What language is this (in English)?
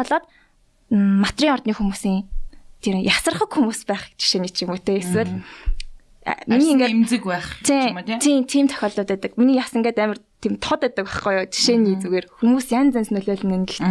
Mongolian